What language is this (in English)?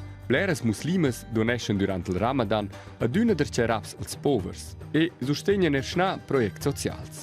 Romansh